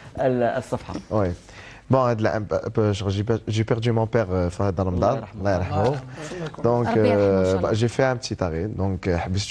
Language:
Algerian Arabic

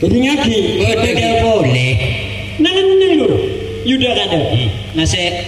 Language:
Madurese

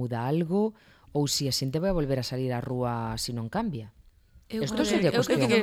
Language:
Galician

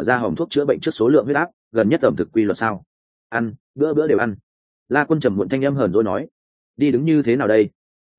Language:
Vietnamese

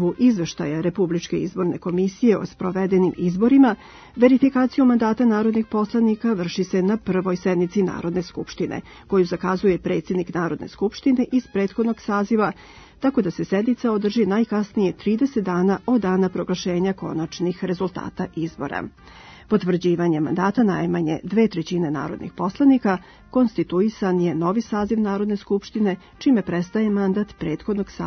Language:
Serbian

